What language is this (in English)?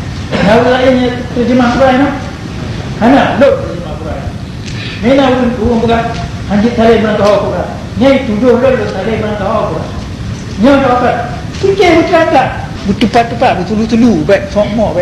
Achinese